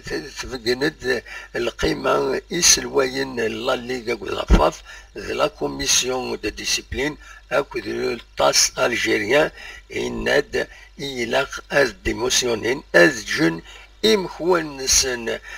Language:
Kabyle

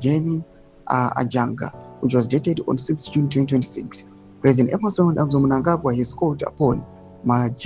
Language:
Shona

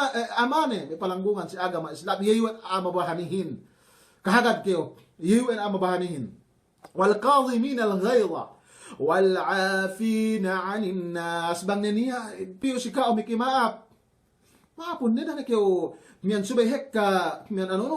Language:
Yakan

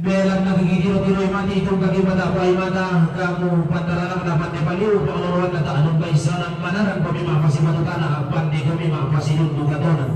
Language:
Toraja-Sa'dan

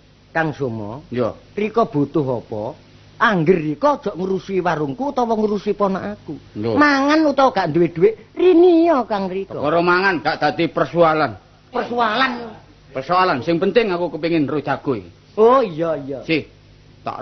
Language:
Javanese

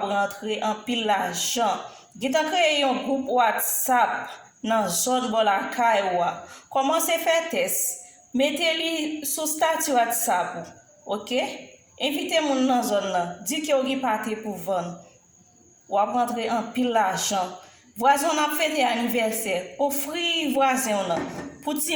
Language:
Haitian Creole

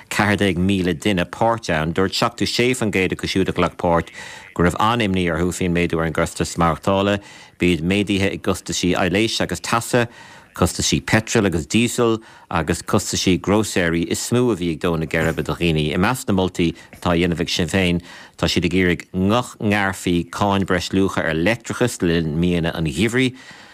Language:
Irish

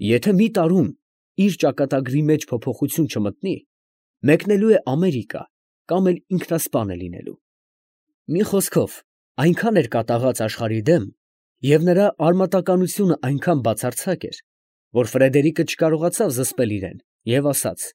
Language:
Armenian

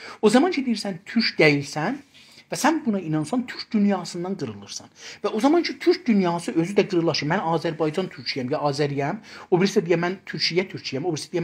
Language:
South Azerbaijani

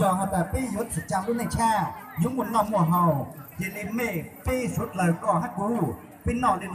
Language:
Hmong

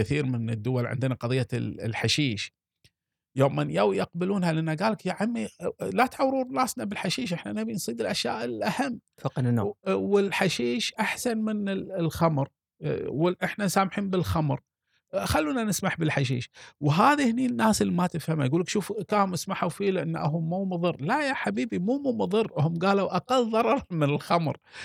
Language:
Gulf Arabic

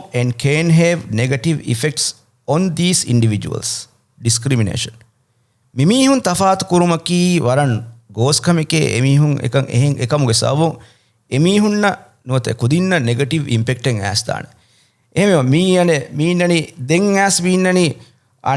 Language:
Divehi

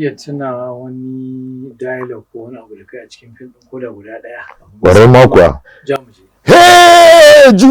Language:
Hausa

